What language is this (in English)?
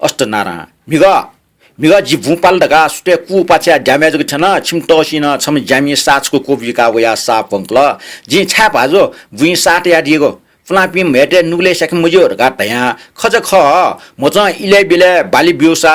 Newari